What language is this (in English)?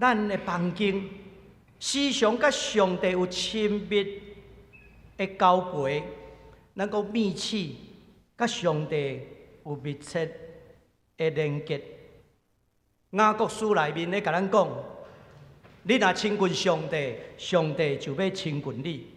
Min Nan Chinese